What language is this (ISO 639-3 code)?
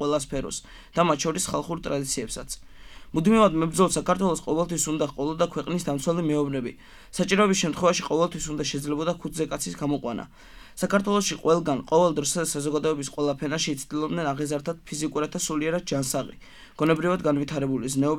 kat